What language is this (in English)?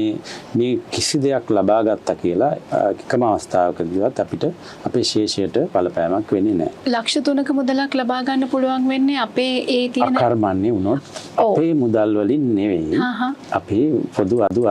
Sinhala